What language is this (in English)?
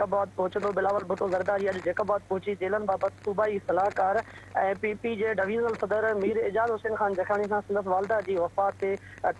Sindhi